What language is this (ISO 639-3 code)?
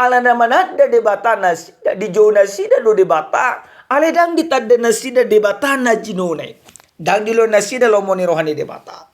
bbc